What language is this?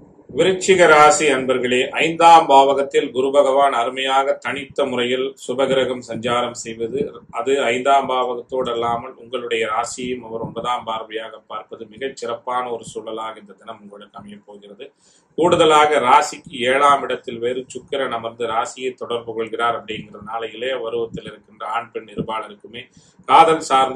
Tamil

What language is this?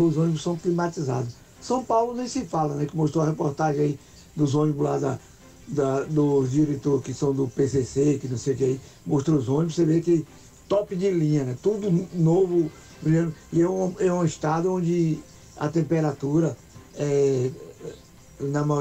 Portuguese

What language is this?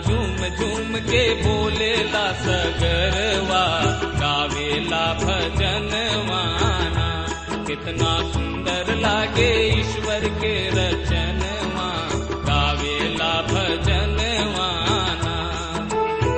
Bhojpuri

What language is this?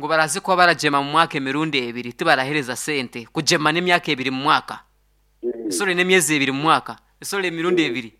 Nyankole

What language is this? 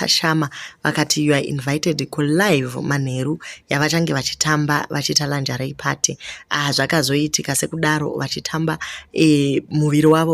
Shona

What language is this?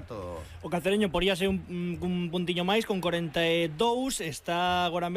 Galician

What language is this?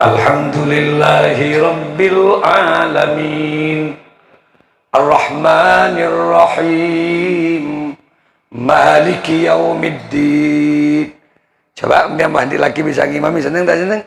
Madurese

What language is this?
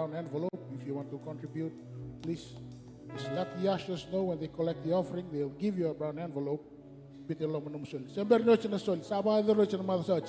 Fijian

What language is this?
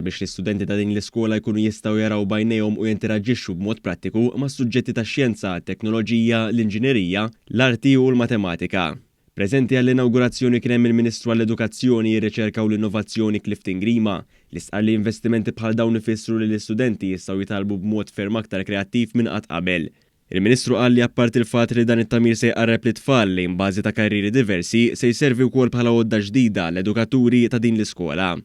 Maltese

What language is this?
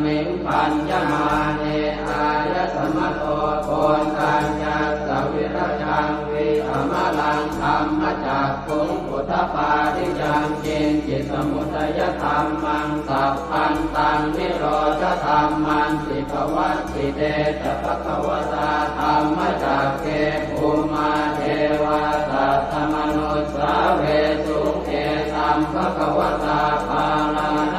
Pali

